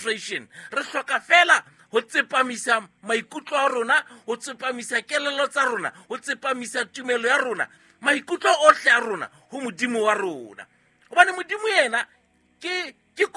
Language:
Southern Sotho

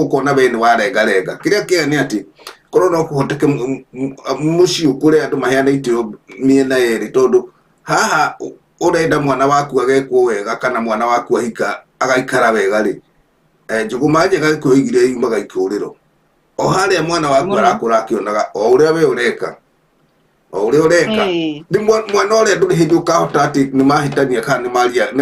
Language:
Kikuyu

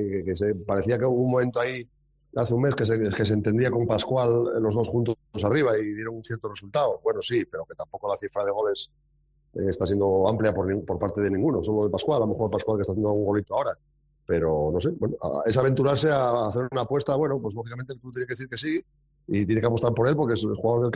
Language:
Spanish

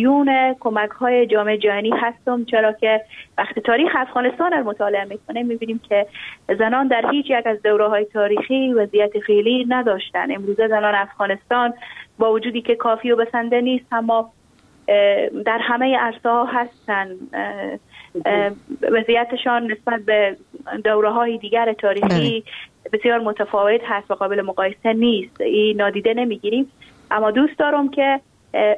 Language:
Persian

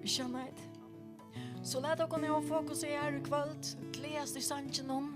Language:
Faroese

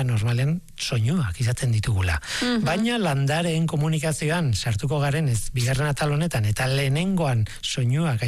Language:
Basque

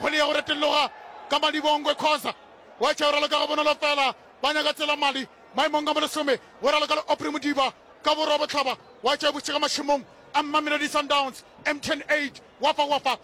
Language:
Northern Sotho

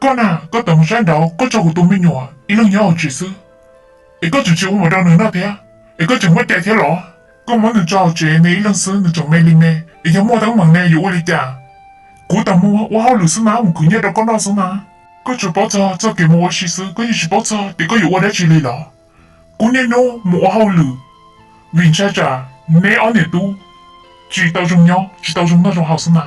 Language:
Hmong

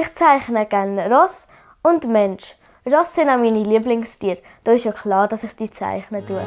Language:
Swiss German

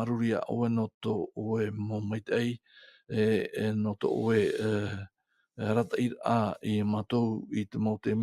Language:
Tahitian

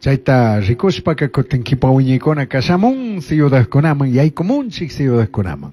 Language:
Chimborazo Highland Quichua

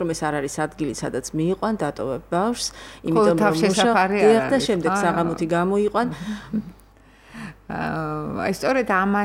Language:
Georgian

